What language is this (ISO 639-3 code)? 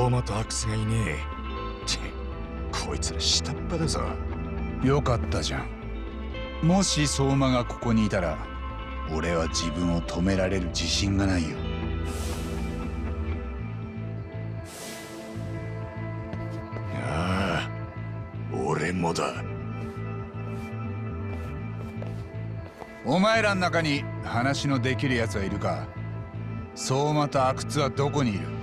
jpn